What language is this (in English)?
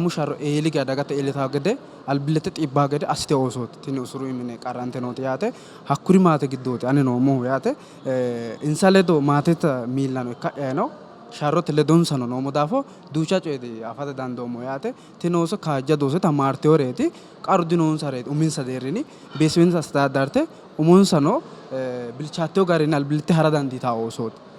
Sidamo